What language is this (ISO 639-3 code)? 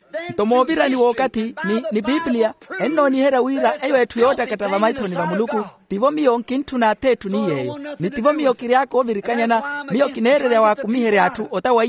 vmw